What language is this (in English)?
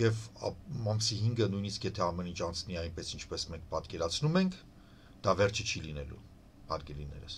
Armenian